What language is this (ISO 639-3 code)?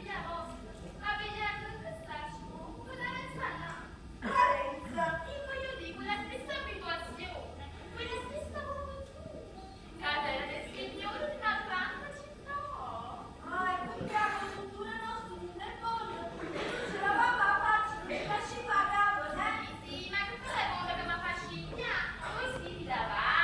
nap